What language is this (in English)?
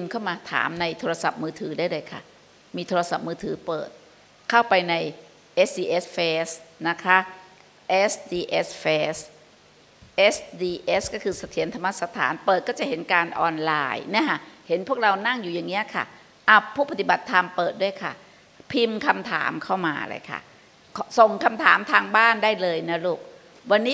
Thai